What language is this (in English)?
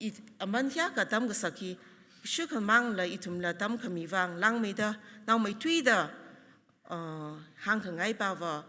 Tangkhul Naga (India)